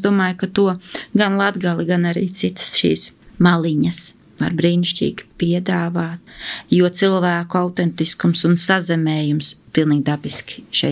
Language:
Latvian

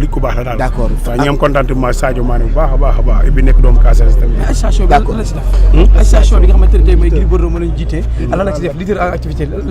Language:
Wolof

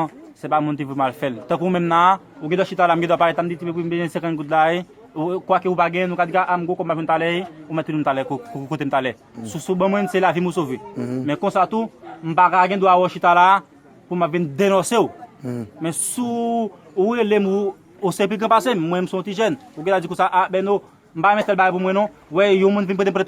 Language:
Haitian Creole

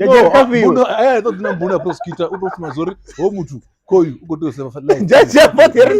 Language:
Venda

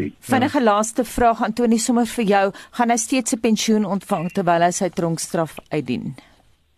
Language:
Afrikaans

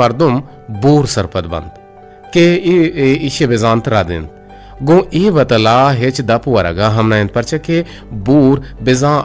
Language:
Eastern Balochi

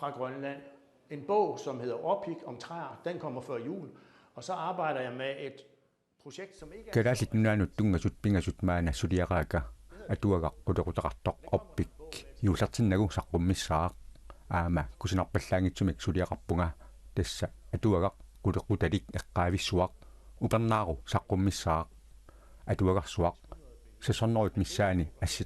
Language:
Kalaallisut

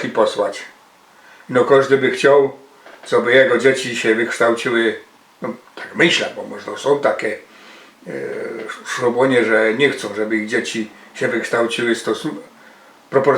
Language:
Silesian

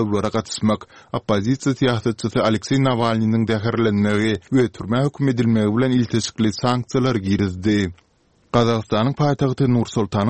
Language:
Turkmen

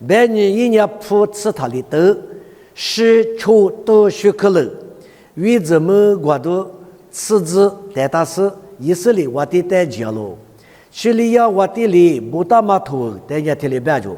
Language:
Lisu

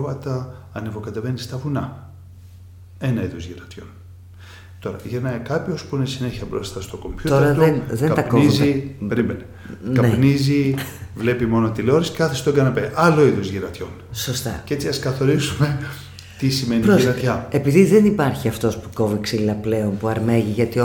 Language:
Greek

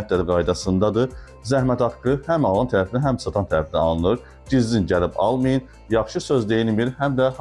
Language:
Azerbaijani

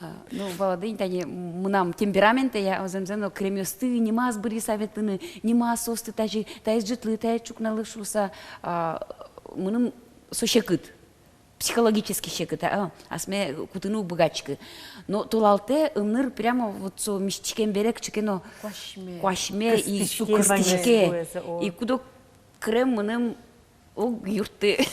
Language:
Udmurt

